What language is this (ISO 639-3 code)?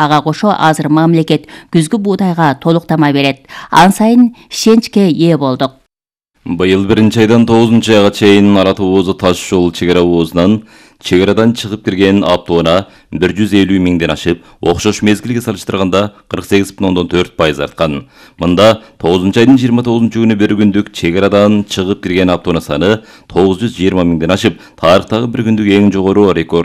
kir